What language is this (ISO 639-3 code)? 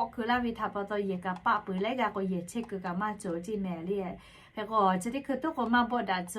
lhu